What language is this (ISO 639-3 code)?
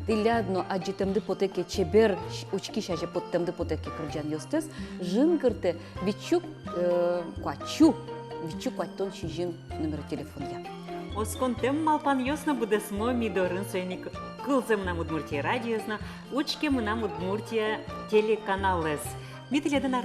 udm